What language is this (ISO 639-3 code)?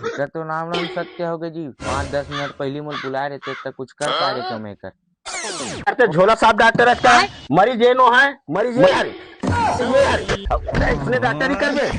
hne